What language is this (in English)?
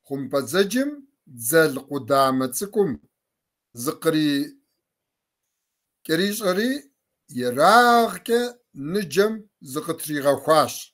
Kabardian